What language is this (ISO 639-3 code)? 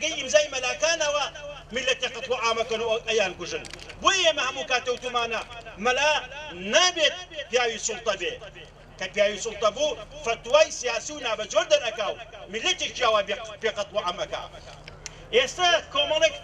ckb